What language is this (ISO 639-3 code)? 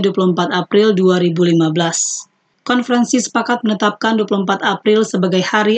ind